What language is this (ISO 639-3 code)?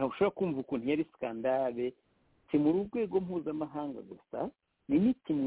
kin